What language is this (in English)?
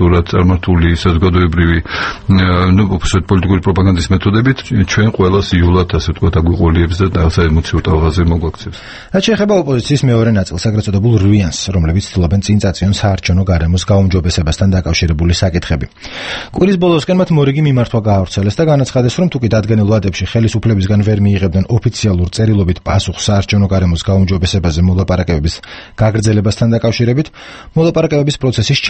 Georgian